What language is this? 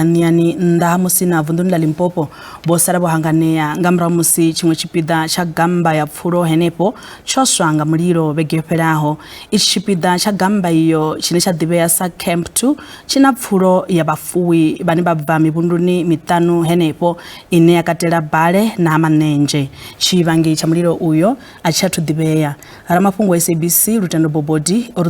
Venda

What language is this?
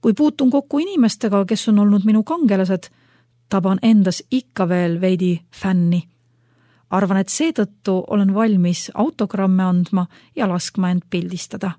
Estonian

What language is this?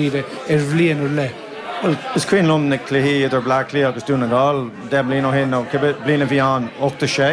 Irish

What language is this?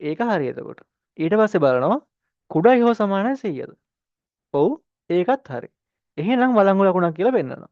Sinhala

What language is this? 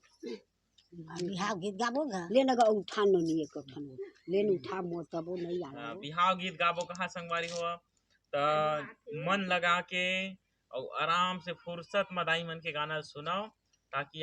Chhattisgarhi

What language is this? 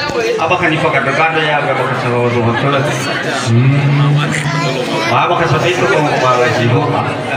Nias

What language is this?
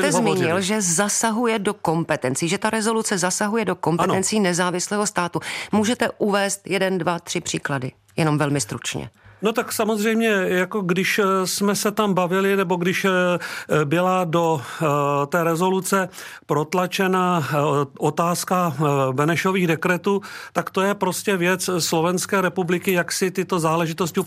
Czech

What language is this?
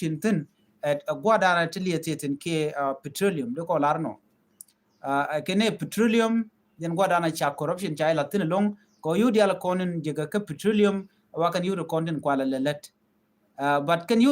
Nuer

